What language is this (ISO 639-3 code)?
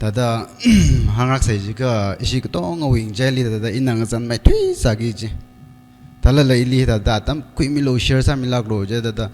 nmf